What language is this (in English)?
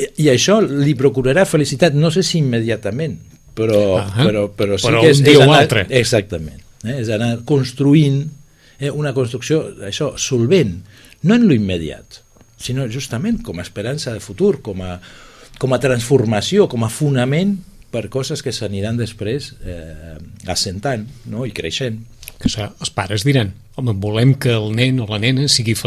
Catalan